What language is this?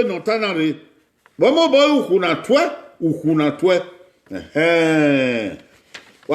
Bini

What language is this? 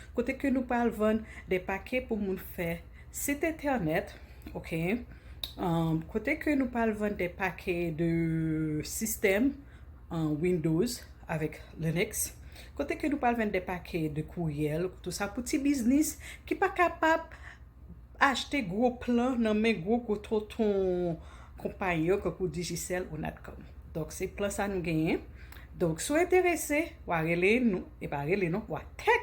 Haitian Creole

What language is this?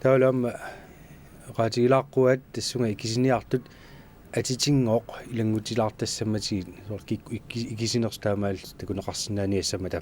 Kalaallisut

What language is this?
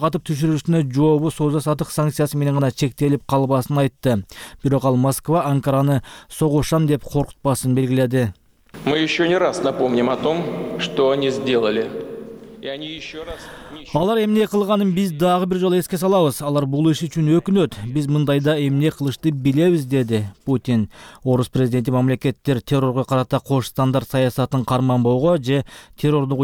Kyrgyz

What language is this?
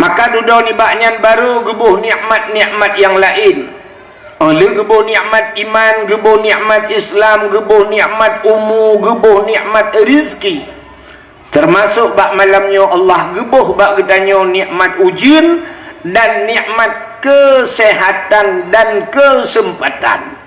Achinese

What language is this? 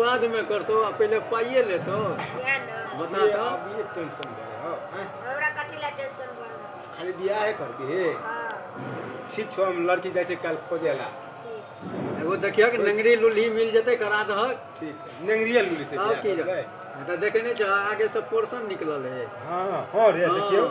Maithili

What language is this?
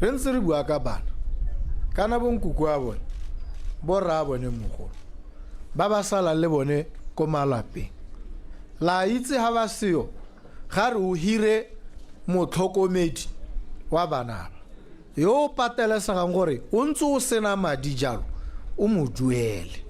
Tswana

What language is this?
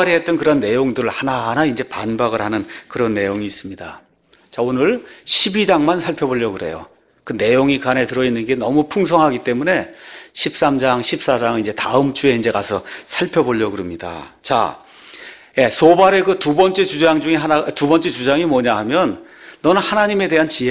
Korean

